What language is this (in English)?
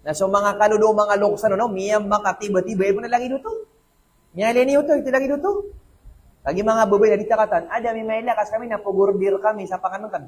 Maranao